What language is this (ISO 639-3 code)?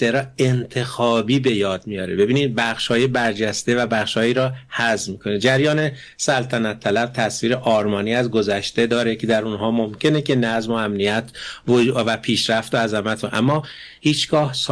fas